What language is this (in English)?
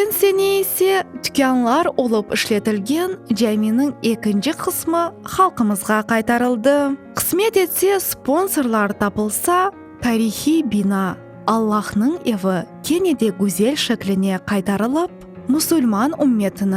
Crimean Tatar